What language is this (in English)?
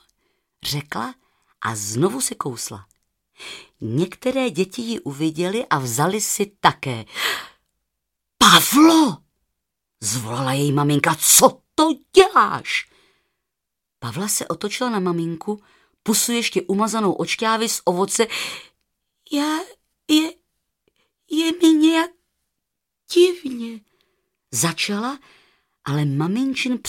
Czech